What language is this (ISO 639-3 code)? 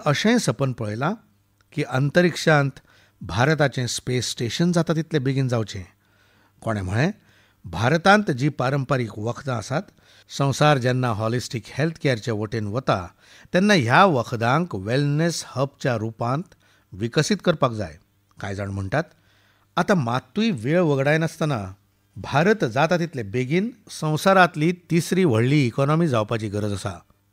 kok